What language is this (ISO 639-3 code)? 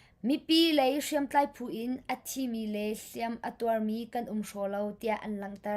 cnh